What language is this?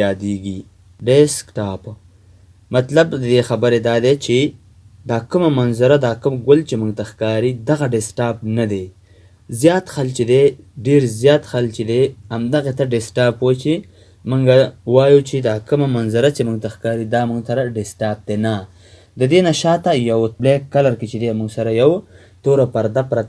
Pashto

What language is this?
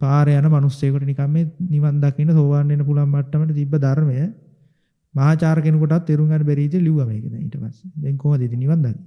Sinhala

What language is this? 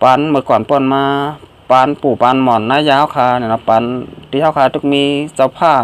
Shan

